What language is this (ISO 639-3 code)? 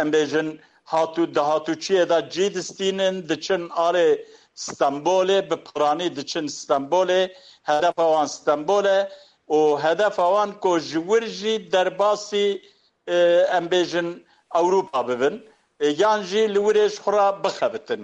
kur